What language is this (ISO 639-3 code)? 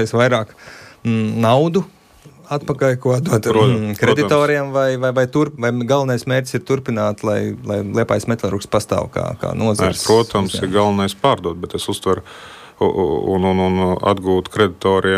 lav